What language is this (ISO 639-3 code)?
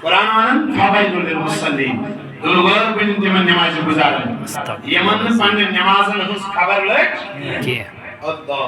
kas